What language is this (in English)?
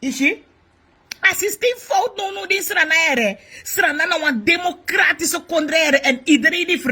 Sranan Tongo